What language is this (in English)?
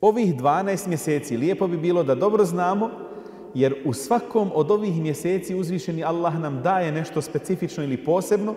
Bosnian